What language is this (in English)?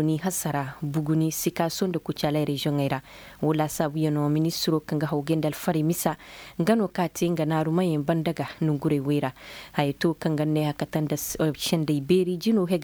Koyraboro Senni